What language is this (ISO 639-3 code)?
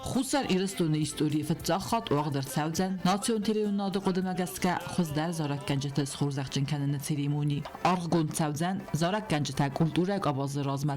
oss